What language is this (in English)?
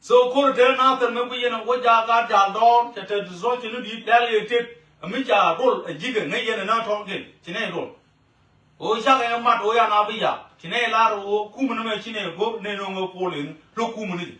Nuer